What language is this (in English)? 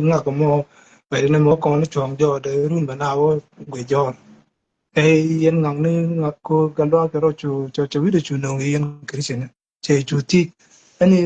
Nuer